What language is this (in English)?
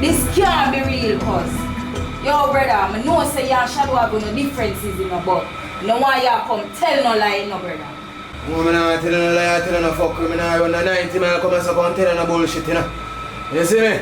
Jamaican Creole English